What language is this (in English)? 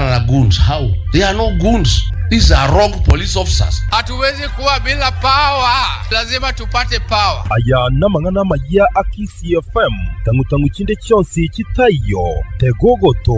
Gusii